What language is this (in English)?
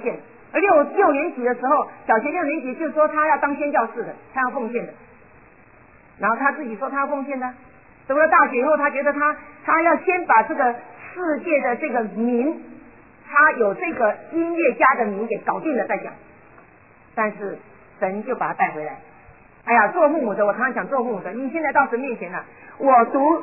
Chinese